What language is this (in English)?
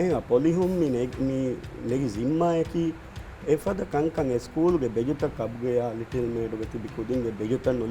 Divehi